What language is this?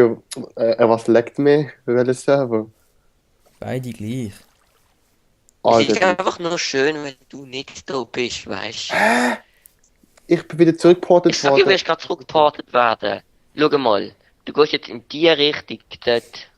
Swiss German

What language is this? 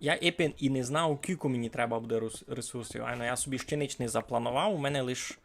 Rusyn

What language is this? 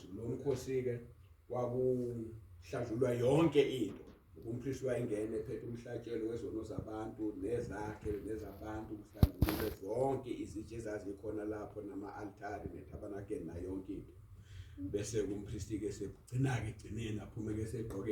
Zulu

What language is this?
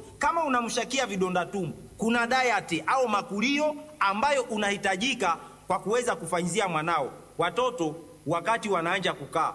Swahili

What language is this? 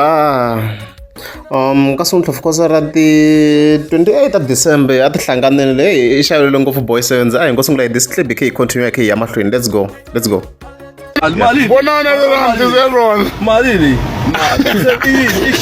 Tsonga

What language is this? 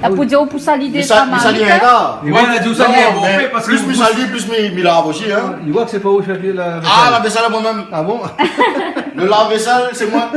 Réunion Creole French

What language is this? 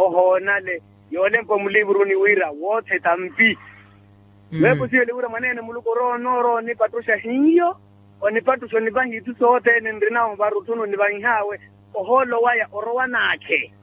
Makhuwa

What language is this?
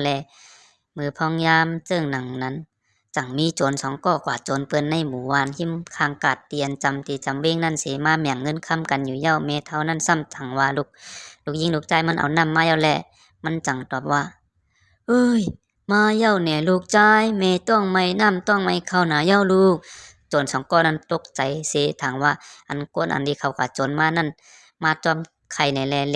Shan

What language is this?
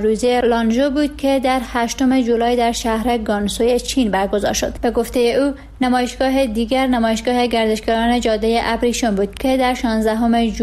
Persian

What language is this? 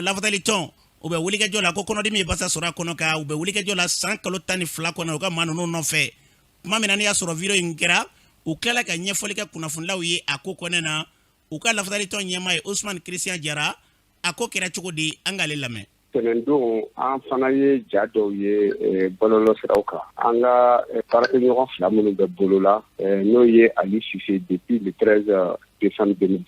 Bambara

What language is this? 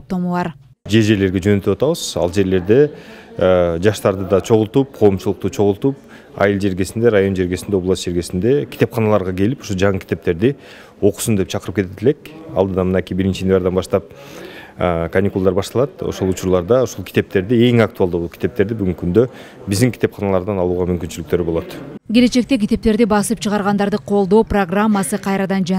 Kyrgyz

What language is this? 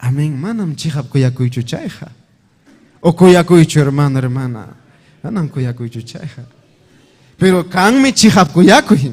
Ayacucho Quechua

